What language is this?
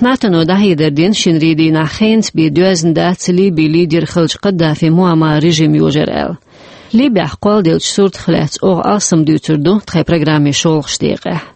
Chechen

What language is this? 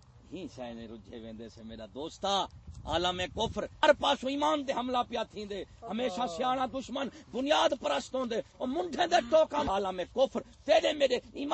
Saraiki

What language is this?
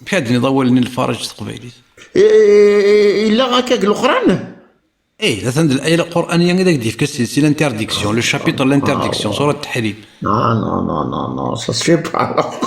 Kabyle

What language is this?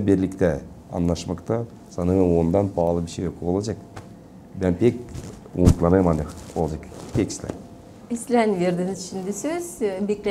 Gagauz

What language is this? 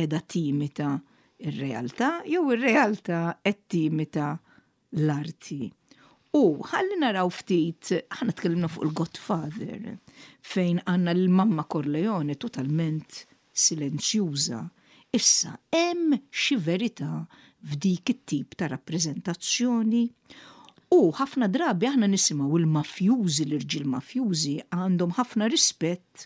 Maltese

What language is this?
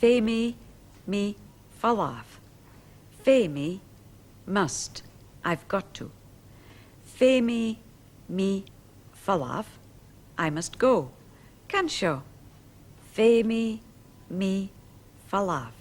Scottish Gaelic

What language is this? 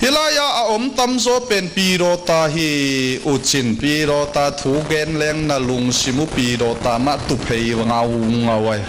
Tedim Chin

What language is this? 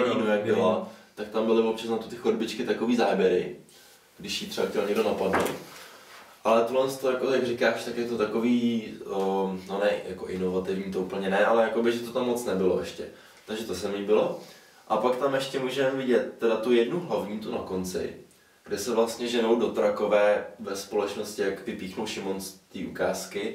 Czech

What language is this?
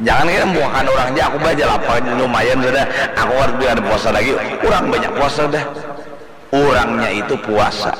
Banjar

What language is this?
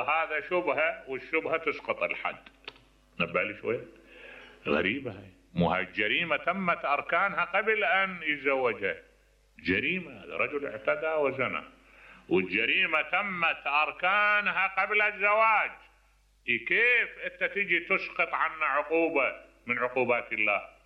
Mesopotamian Arabic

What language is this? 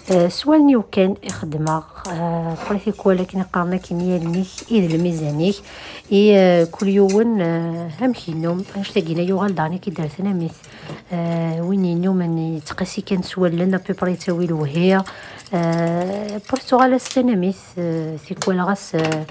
Kabyle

